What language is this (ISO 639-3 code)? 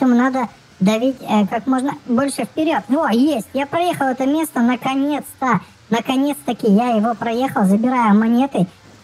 rus